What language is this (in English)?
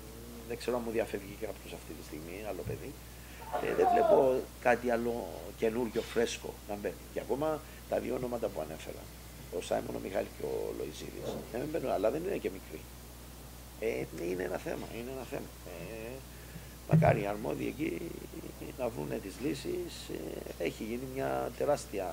Greek